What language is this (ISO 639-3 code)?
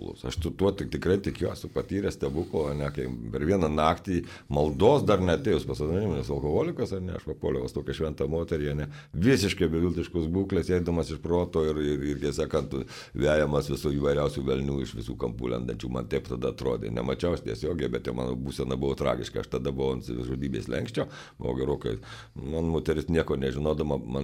lit